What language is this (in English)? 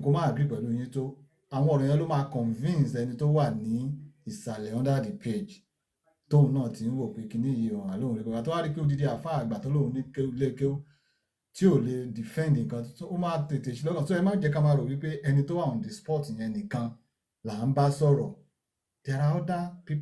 Yoruba